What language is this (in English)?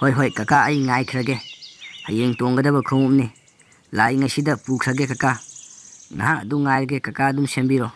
Manipuri